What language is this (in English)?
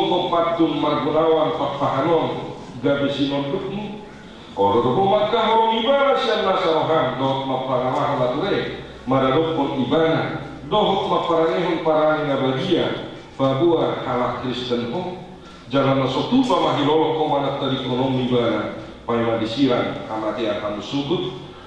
Batak Toba